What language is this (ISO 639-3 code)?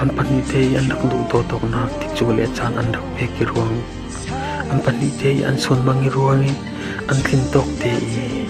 cfm